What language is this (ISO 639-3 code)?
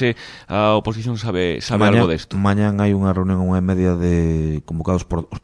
glg